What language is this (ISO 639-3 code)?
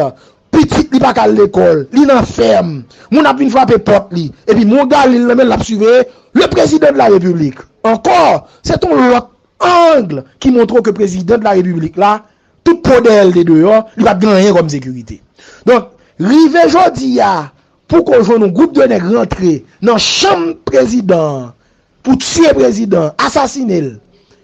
hat